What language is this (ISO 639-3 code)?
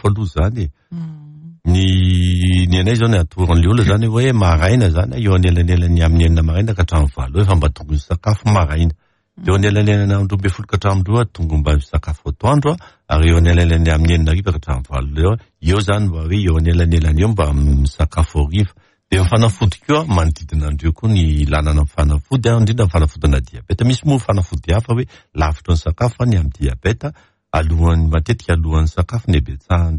mlg